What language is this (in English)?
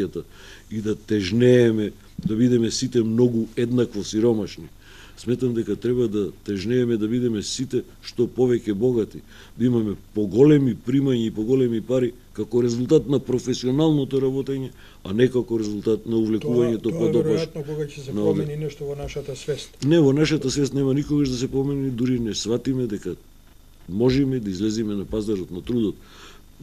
Macedonian